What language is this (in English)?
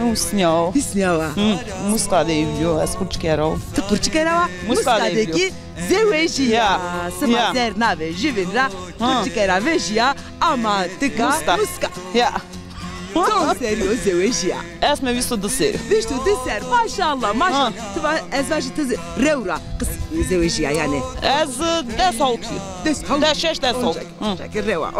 Zaza